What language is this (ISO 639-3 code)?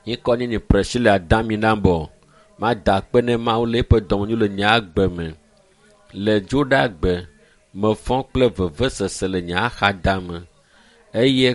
ewe